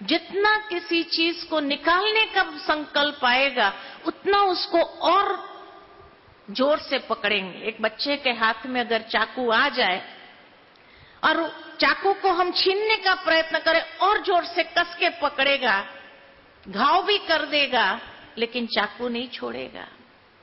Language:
Hindi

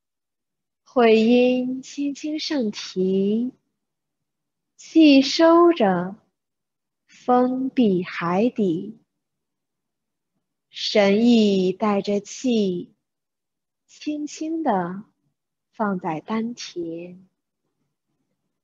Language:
Chinese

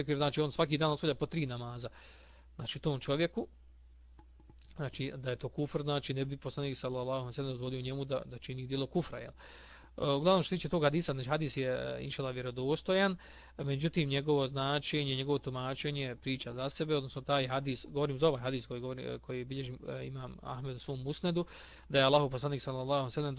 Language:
Bosnian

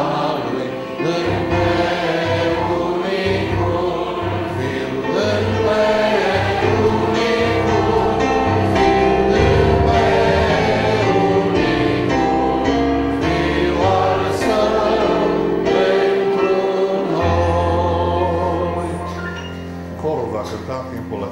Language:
Romanian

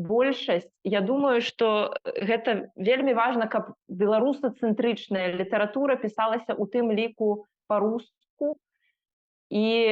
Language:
Belarusian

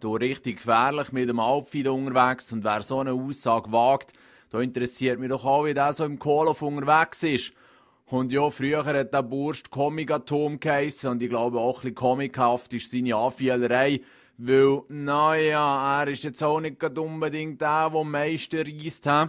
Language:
Swiss German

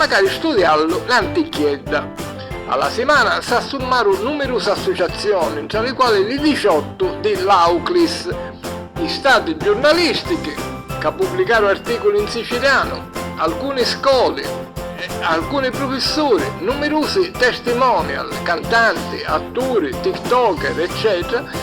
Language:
Sicilian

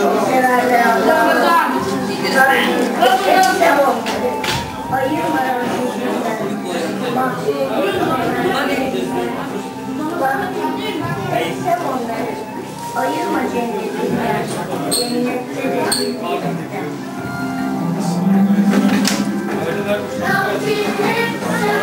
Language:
Turkish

